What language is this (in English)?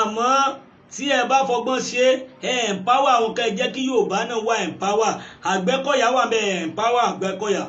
Yoruba